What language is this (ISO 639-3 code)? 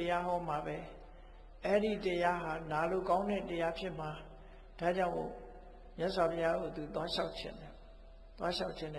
mya